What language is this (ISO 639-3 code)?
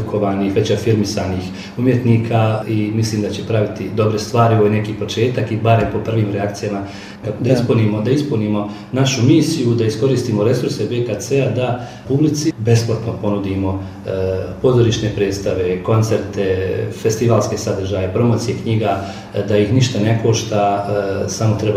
bos